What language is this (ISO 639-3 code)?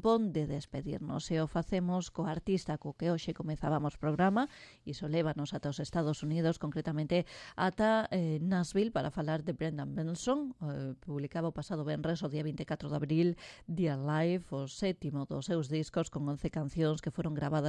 glg